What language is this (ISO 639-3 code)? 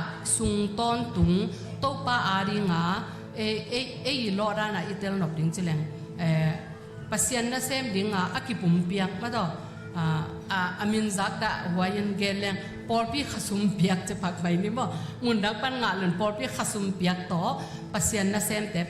ctd